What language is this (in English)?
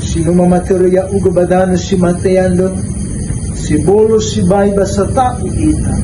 Nias